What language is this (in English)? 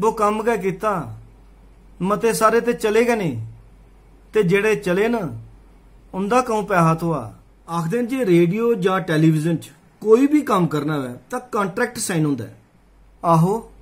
Dogri